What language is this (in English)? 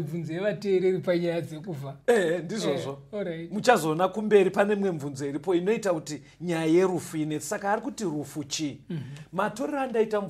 Shona